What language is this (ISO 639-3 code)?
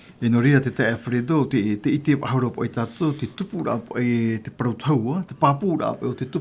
tah